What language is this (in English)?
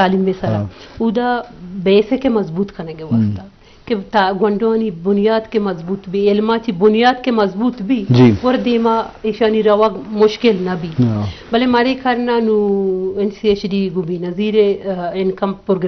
Eastern Balochi